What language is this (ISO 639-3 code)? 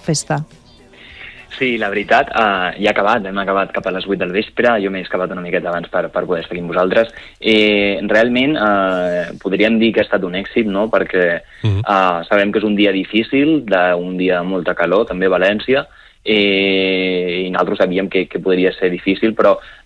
cat